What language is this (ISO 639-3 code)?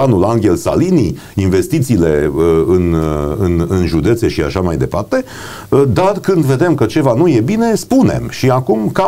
ron